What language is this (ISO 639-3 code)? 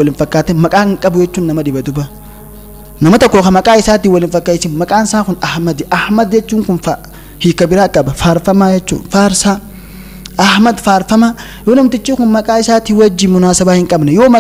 orm